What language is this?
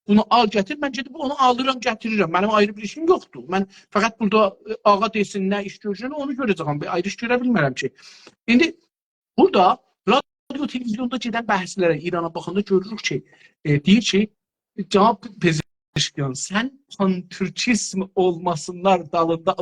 South Azerbaijani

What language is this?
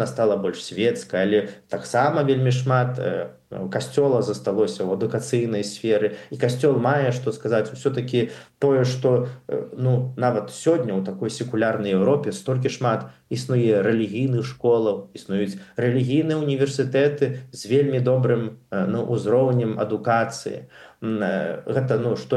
Belarusian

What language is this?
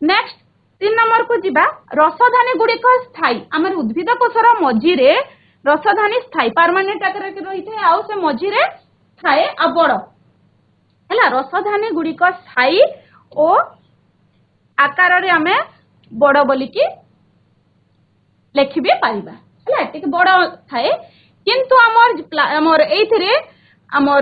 Odia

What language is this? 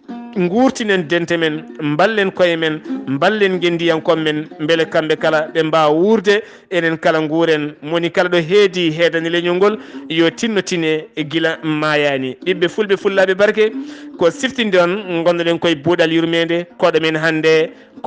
Fula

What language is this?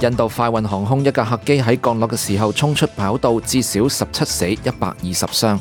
Cantonese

